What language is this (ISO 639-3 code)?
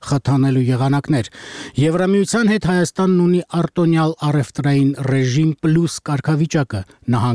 hye